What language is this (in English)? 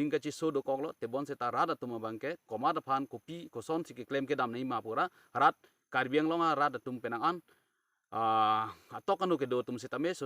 Karbi